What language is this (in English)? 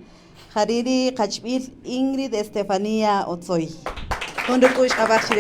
Kaqchikel